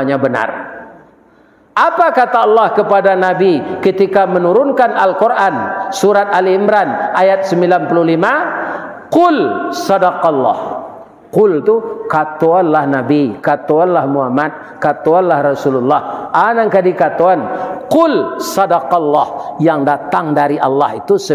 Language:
Minangkabau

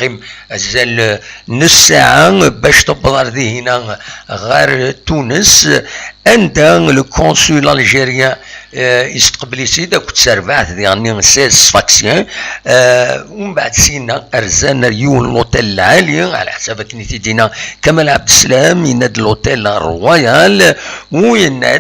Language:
Kabyle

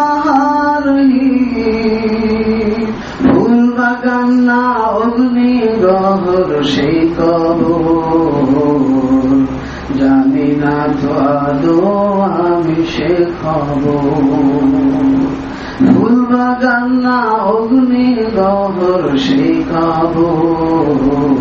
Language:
Bangla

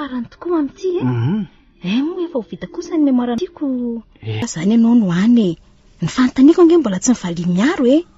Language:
Malagasy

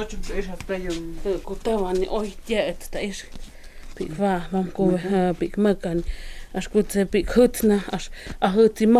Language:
Totontepec Mixe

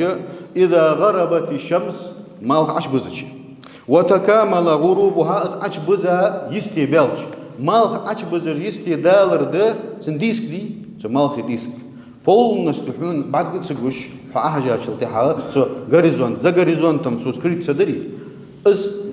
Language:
Ingush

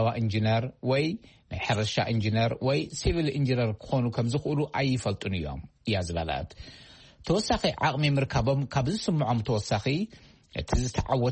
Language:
Tigrinya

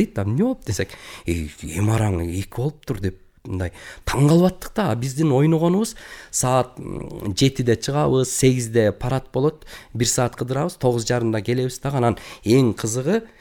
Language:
Kyrgyz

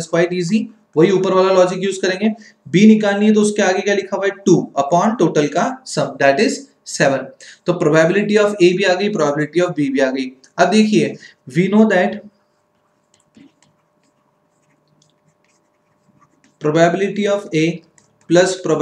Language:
Hindi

